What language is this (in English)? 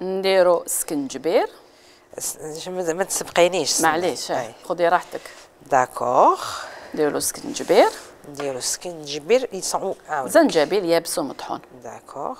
Algerian Arabic